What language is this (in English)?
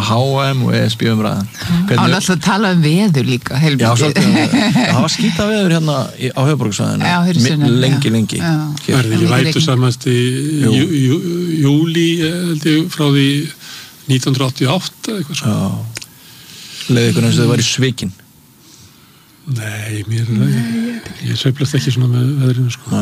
Icelandic